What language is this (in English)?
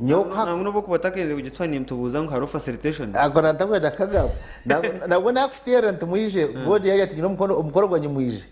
Nyankole